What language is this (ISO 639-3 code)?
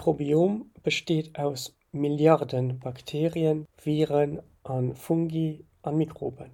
ltz